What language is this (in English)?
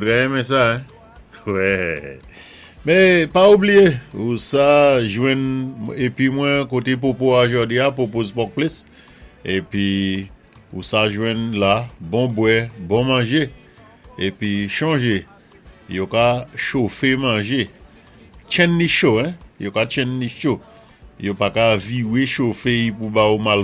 Saint Lucian Creole French